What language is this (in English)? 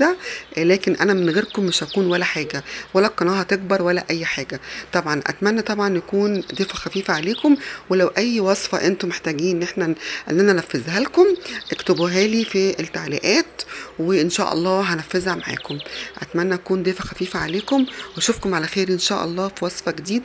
Egyptian Arabic